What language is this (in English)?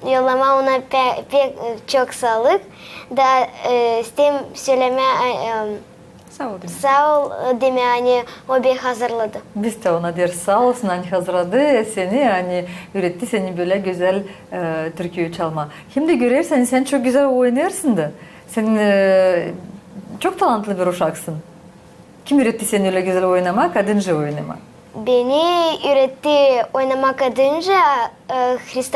Gagauz